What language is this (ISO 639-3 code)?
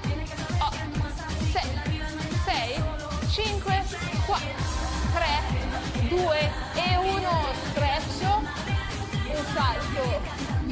ita